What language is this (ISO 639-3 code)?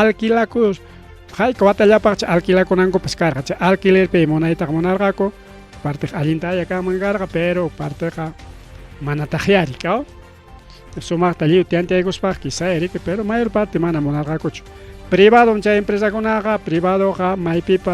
quy